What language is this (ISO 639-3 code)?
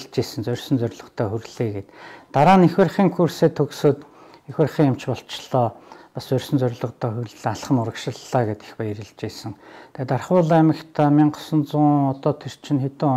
mon